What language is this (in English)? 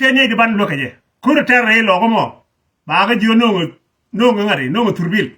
Nuer